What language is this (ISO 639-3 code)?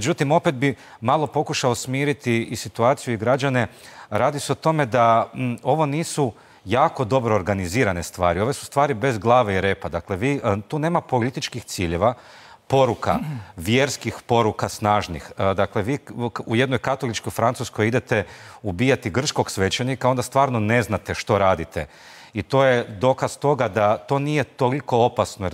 hrv